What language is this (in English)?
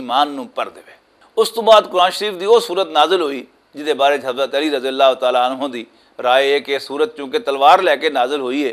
Western Panjabi